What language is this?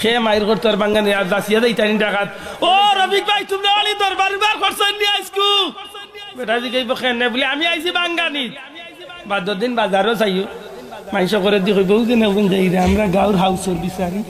Sylheti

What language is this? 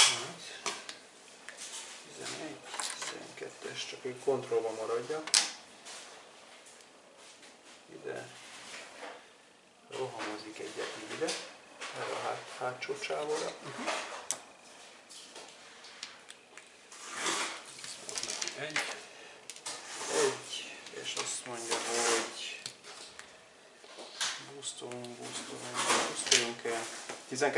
Hungarian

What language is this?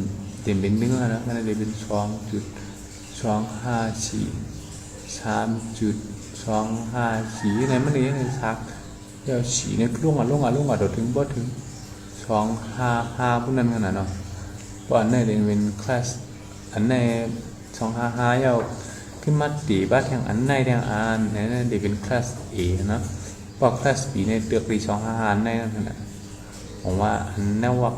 Shan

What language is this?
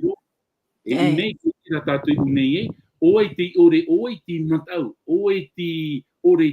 Tahitian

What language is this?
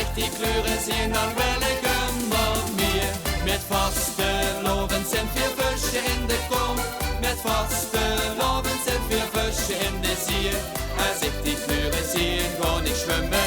Limburgish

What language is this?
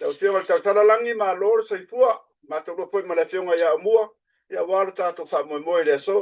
Samoan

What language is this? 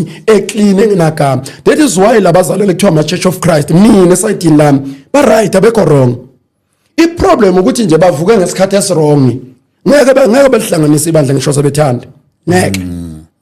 Zulu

